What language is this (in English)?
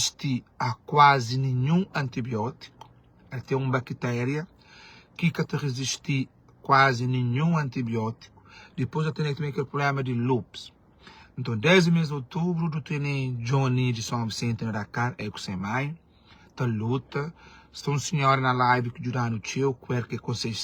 Kabuverdianu